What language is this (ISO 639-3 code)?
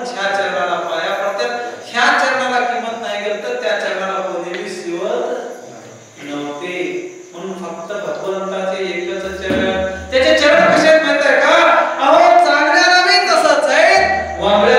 mar